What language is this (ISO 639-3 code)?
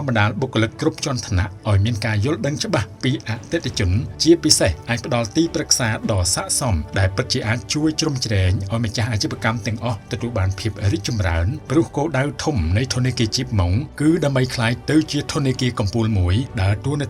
khm